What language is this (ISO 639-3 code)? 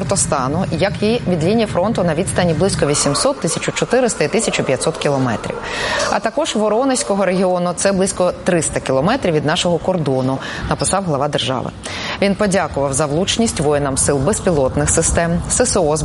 ukr